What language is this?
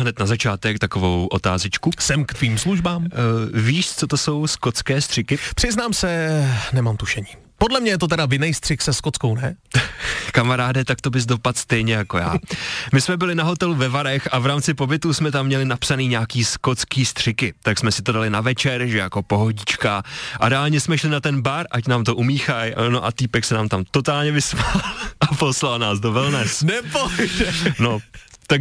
Czech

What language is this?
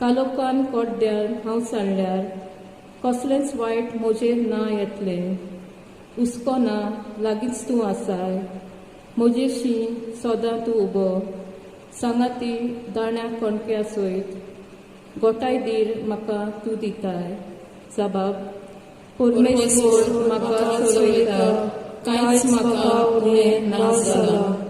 Konkani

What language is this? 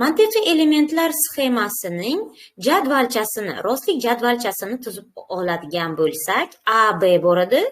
Uzbek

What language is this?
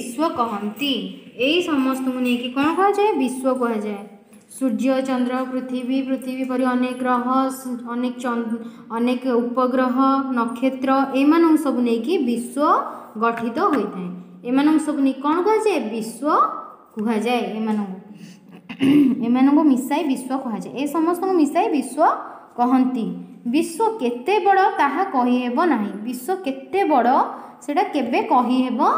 Odia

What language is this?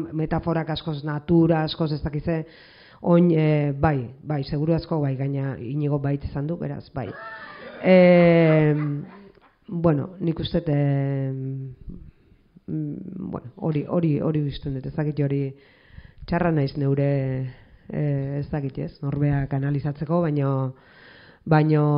Basque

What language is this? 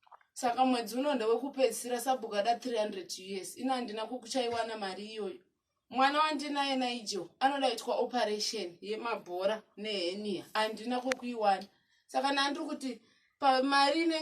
Shona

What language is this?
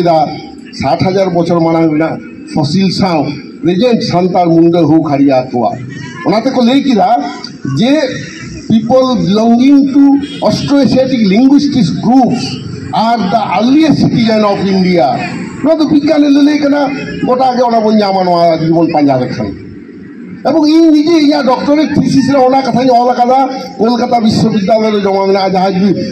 Santali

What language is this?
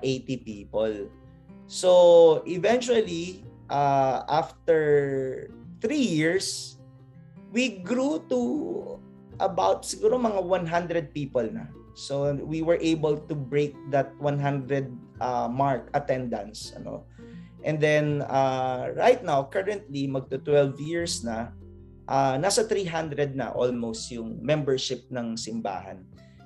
Filipino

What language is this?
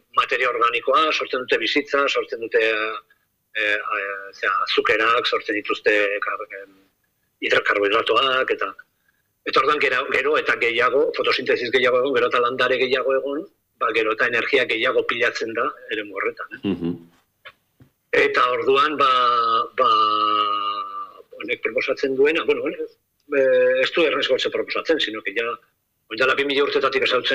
Basque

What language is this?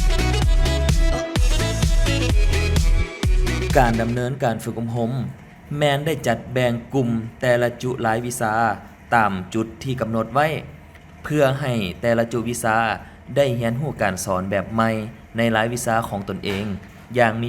Lao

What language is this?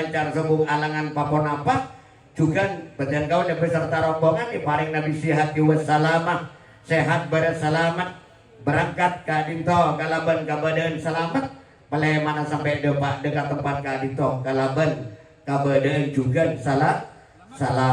Madurese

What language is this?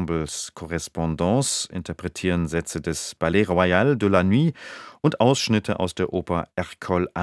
German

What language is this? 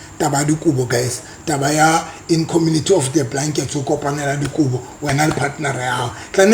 Southern Sotho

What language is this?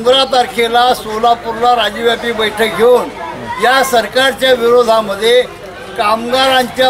Marathi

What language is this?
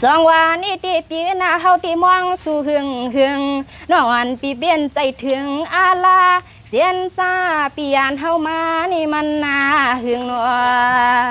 Shan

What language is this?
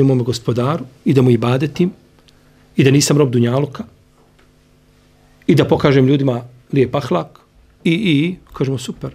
Bosnian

